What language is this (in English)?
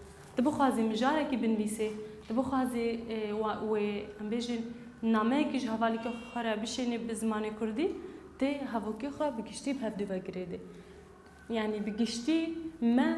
Kurdish